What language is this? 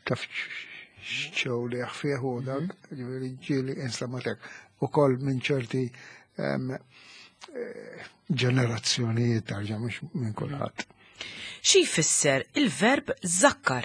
Maltese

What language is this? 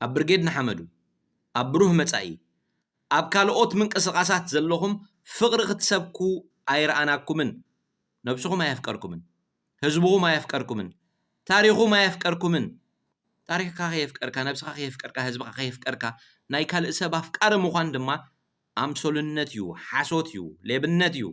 Tigrinya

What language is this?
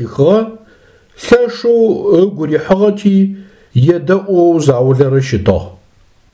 Adyghe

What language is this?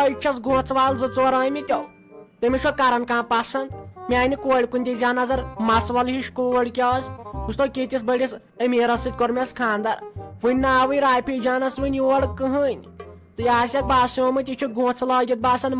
Kashmiri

